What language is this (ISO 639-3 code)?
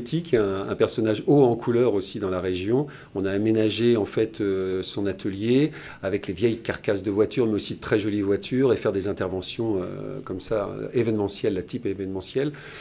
fra